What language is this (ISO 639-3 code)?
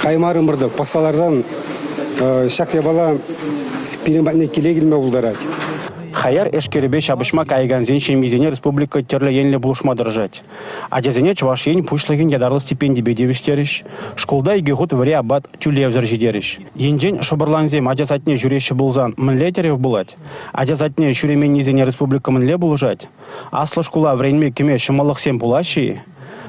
chv